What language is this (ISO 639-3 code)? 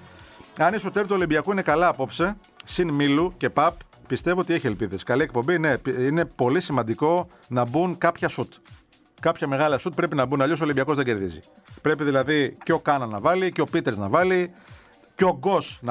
ell